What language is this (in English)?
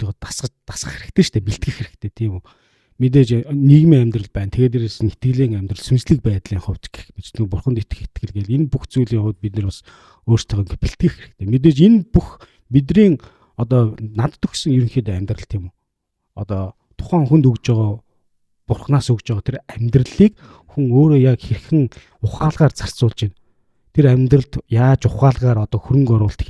Mongolian